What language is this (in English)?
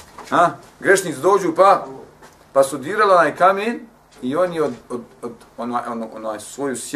Bosnian